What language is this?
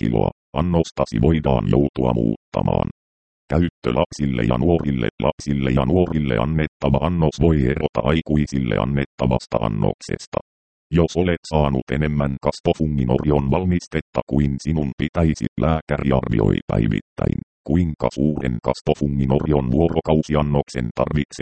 Finnish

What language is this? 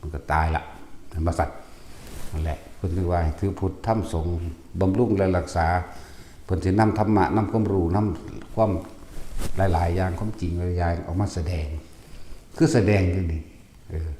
Northeastern Thai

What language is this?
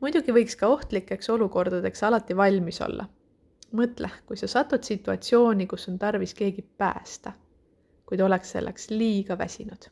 Estonian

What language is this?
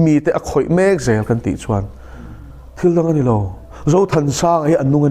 Mizo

